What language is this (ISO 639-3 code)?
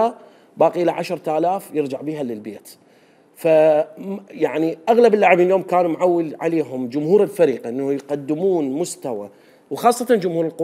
acm